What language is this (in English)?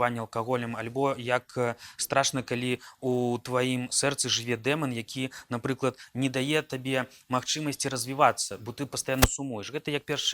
Belarusian